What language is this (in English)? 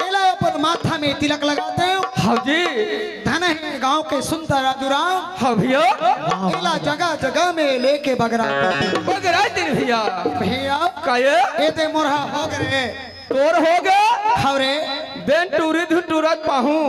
Chhattisgarhi